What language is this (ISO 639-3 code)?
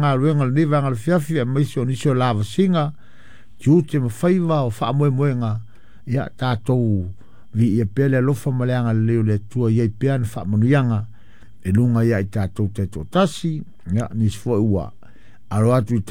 smo